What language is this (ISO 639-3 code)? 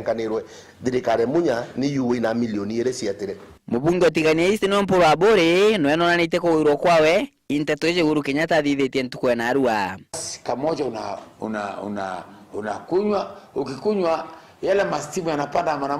mer